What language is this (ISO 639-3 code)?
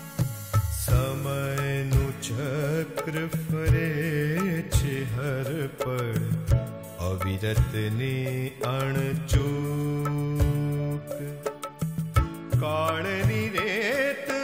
guj